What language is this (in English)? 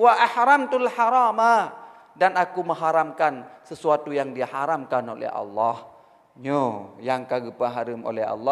Achinese